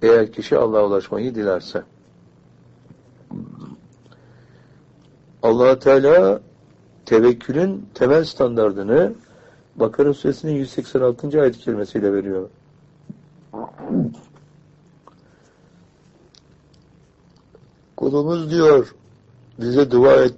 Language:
Turkish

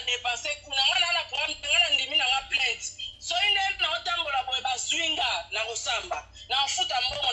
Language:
Lingala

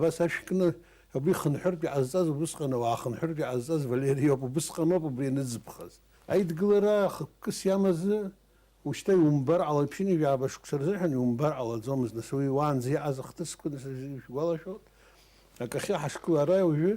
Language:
Abkhazian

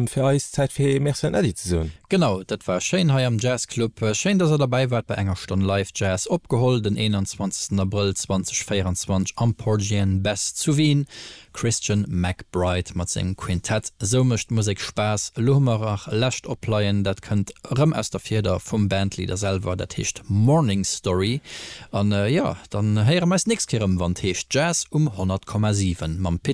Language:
Luxembourgish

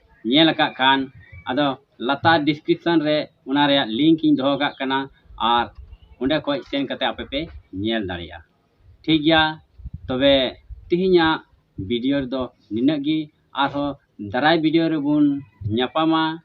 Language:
Santali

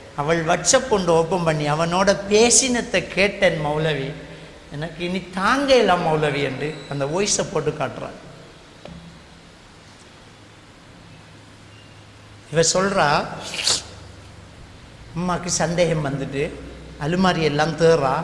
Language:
Tamil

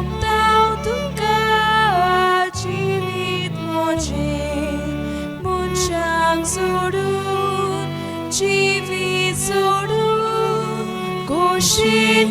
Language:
Konkani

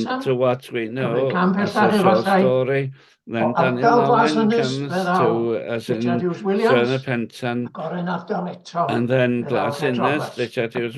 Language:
Welsh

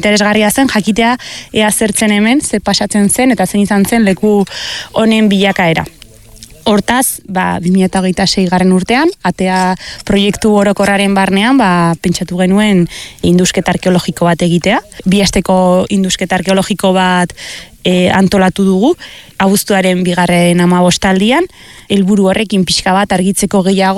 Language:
Basque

